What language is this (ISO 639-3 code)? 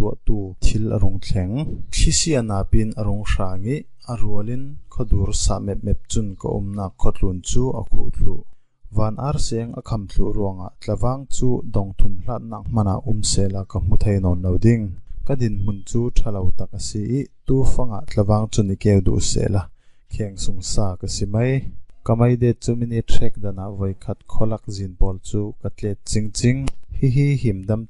cfm